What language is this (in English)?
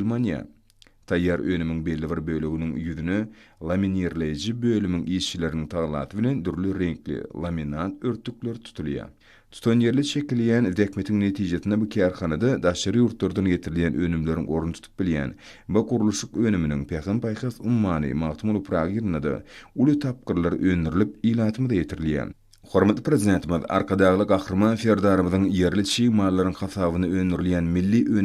Turkmen